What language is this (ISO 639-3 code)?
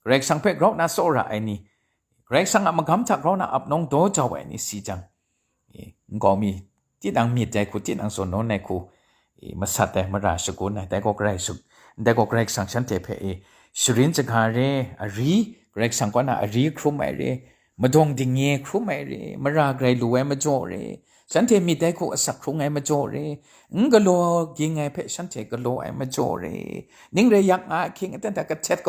kac